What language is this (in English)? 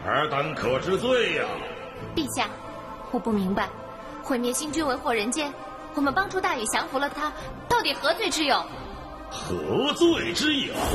Chinese